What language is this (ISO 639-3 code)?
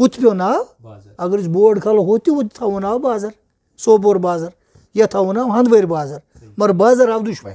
kas